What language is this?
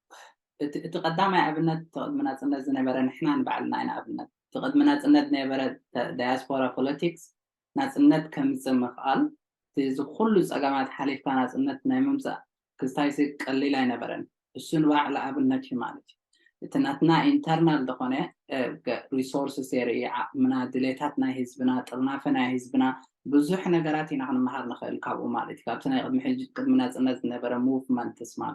Tigrinya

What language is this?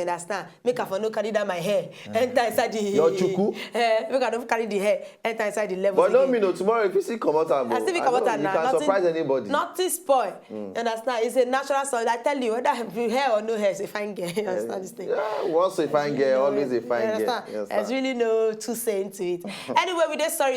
Nigerian Pidgin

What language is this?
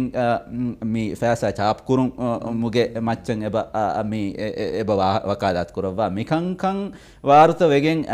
Divehi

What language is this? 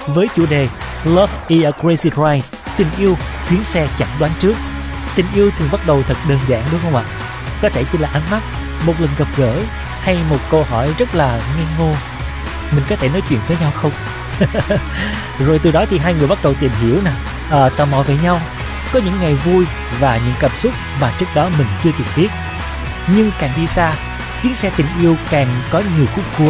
Vietnamese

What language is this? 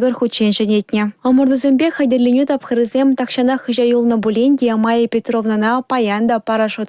Chuvash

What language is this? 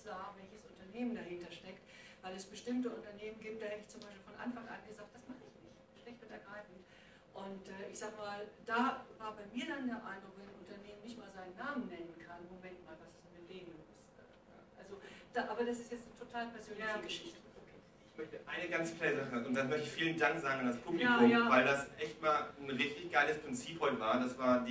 German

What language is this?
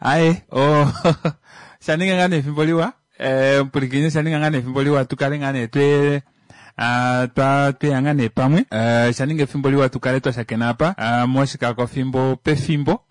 Kuanyama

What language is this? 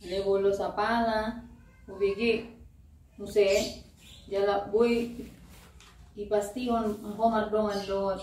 Batak Toba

